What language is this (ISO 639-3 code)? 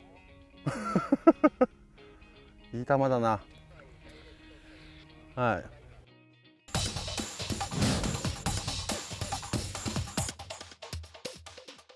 jpn